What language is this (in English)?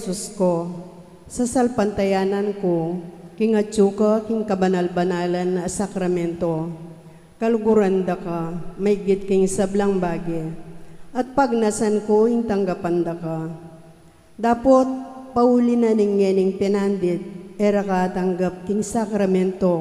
Pampanga